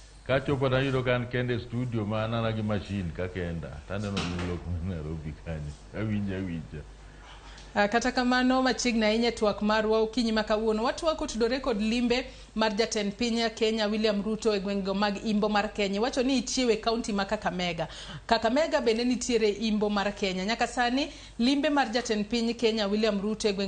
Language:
Luo (Kenya and Tanzania)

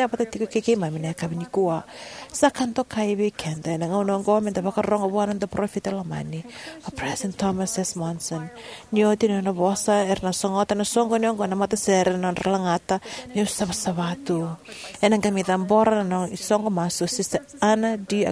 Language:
Fijian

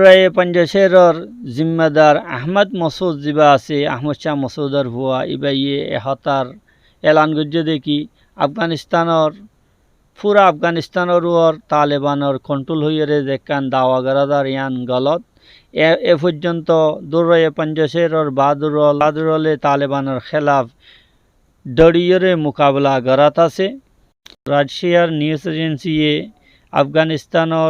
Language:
Rohingya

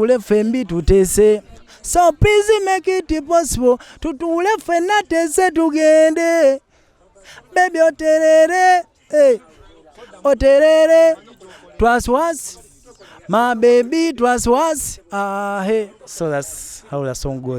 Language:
Ganda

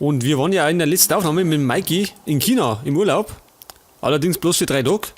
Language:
Bavarian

